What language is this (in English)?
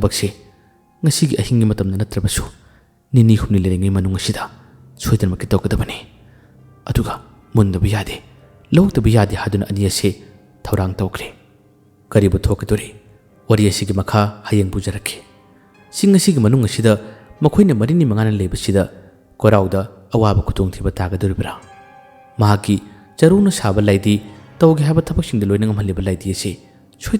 Manipuri